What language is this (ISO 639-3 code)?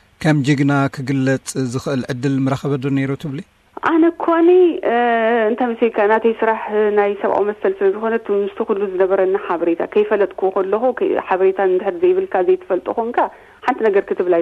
tir